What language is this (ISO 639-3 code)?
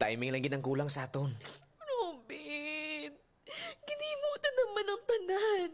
hil